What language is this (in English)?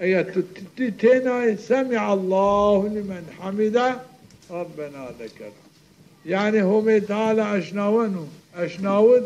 Zaza